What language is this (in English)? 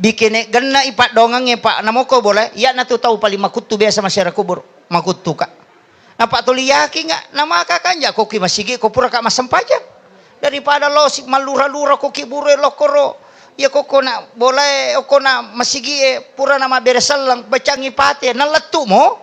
Buginese